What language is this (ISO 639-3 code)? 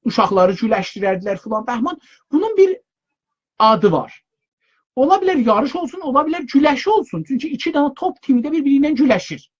azb